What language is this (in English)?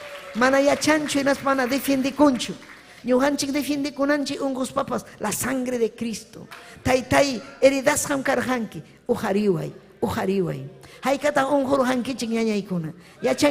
Ayacucho Quechua